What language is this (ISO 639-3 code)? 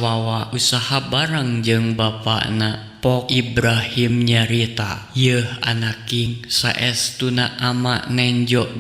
sun